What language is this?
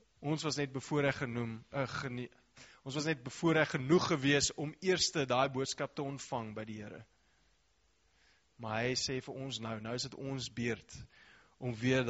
Afrikaans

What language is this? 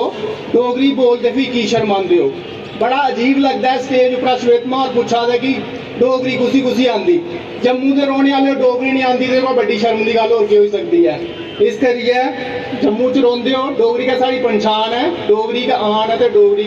Dogri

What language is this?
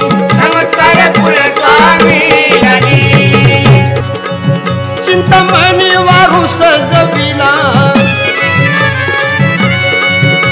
Marathi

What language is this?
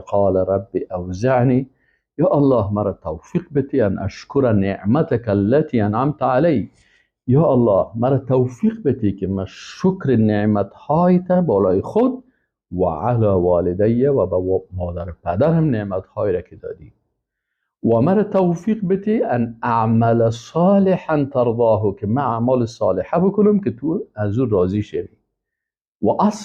Persian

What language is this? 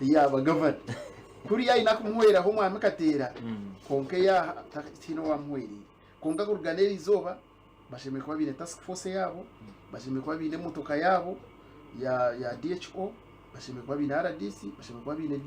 Nyankole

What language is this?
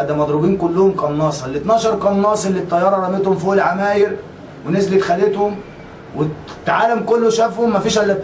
Egyptian Arabic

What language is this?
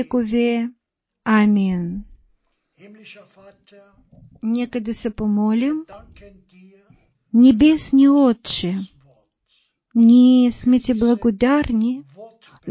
Bulgarian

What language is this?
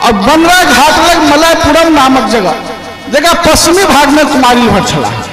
Maithili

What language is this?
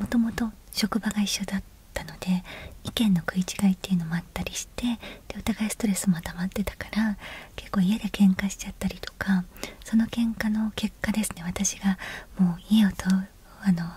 Japanese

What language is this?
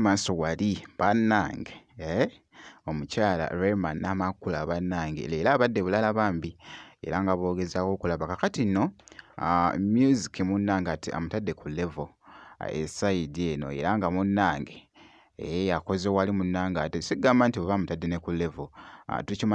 Ganda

